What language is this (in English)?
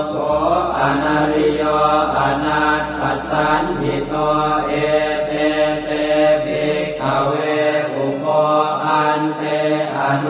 Pali